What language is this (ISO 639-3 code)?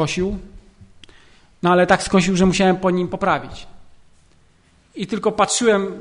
pol